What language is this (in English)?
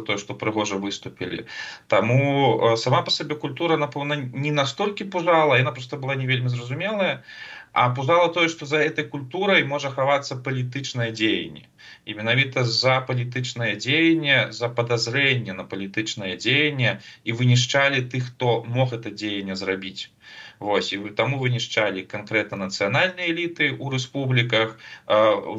Belarusian